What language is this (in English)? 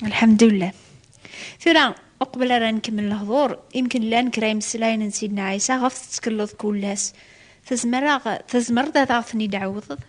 Kabyle